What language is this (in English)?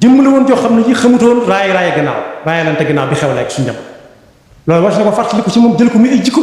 Wolof